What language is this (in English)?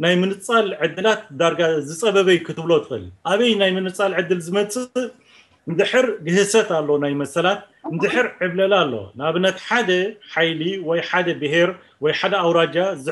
Tigrinya